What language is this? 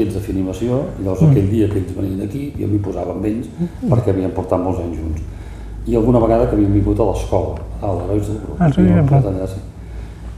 Catalan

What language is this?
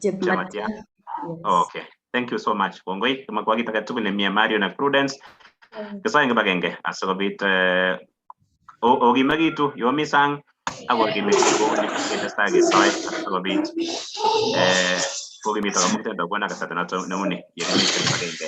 Kalenjin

